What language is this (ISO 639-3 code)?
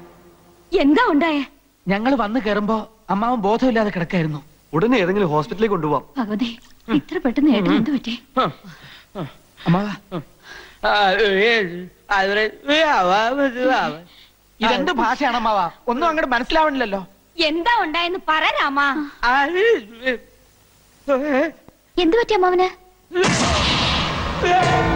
mal